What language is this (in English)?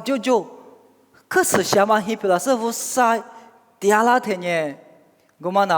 Lisu